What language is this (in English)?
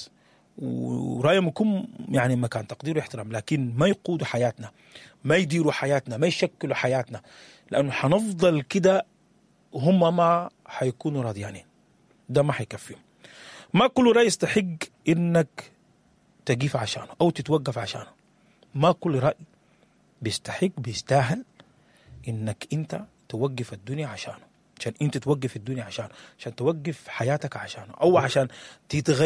Sudanese Arabic